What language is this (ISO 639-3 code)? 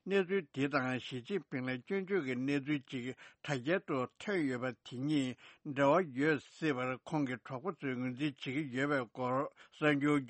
bod